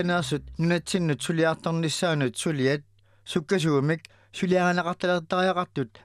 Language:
Kalaallisut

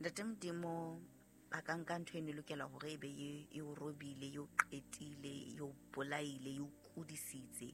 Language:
Southern Sotho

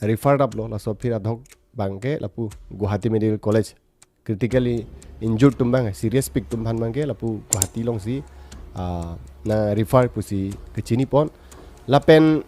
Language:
Karbi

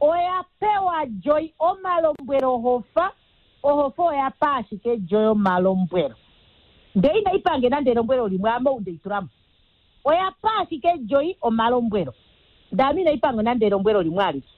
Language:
Kuanyama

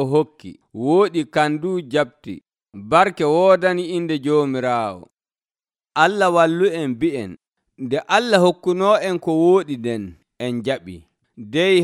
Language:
Nigerian Fulfulde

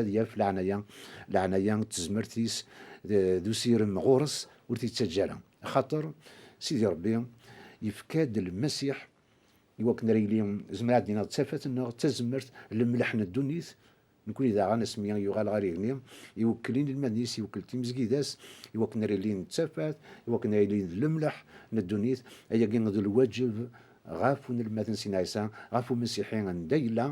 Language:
Kabyle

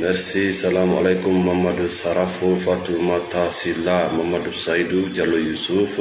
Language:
Fula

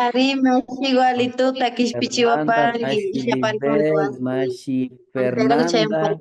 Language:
Imbabura Highland Quichua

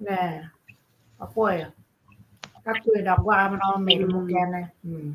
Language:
Acoli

